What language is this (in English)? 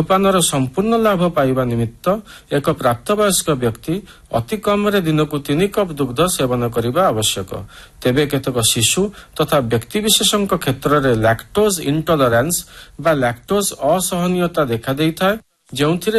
Odia